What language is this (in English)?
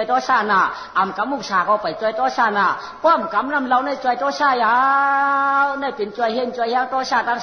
Shan